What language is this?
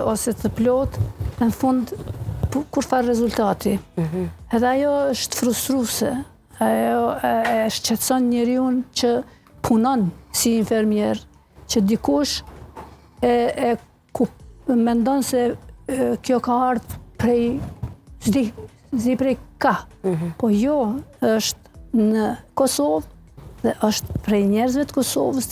Albanian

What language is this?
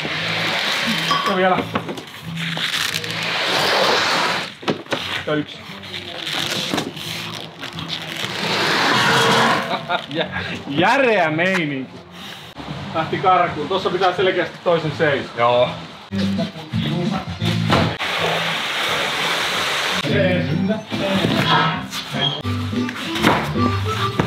Finnish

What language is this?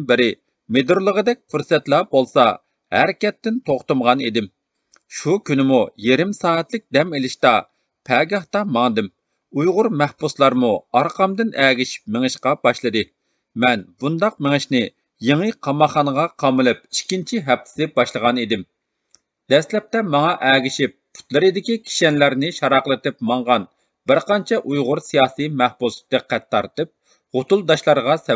Uyghur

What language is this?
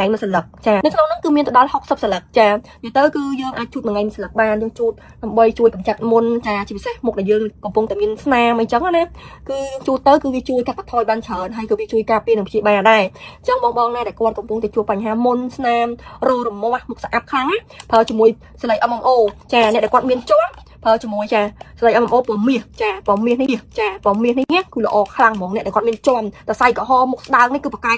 Khmer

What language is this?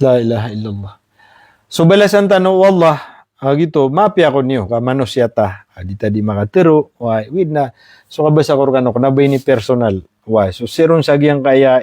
Maranao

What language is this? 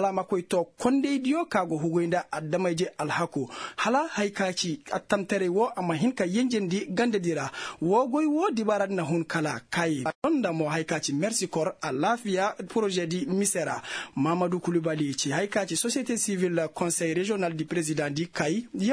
Koyraboro Senni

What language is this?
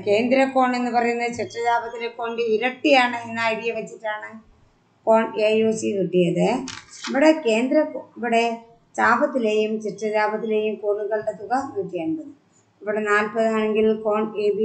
Malayalam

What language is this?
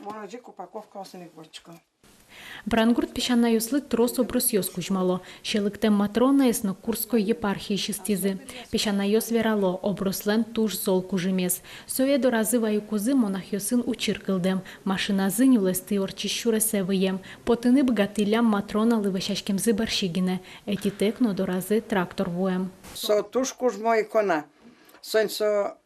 Udmurt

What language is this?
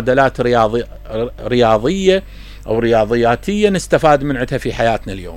Mesopotamian Arabic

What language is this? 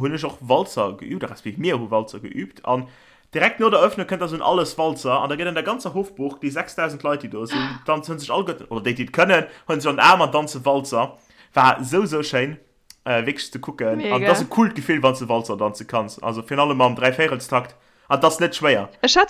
Luxembourgish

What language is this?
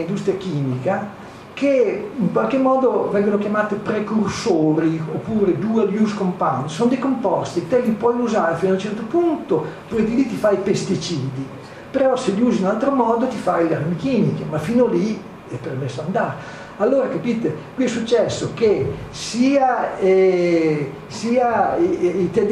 Italian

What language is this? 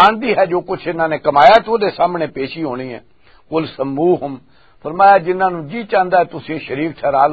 Western Panjabi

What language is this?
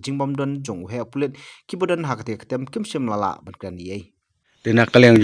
Khasi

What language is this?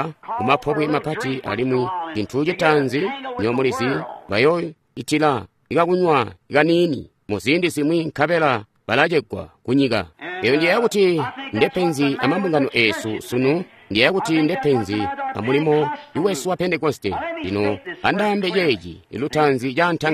Tonga (Zambia)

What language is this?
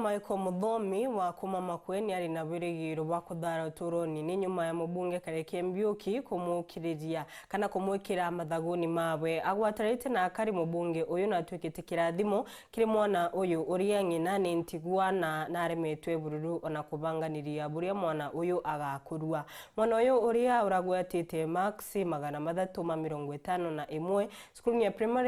Meru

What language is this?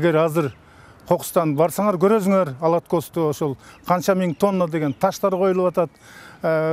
Kyrgyz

